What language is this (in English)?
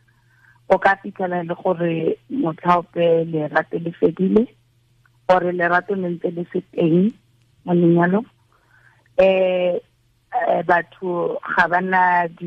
Tswana